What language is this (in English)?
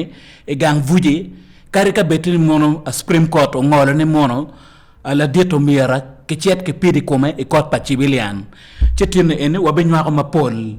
Acoli